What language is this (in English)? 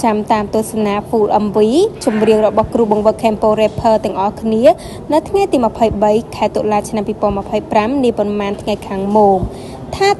Khmer